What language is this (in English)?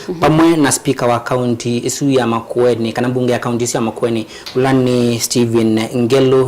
Kamba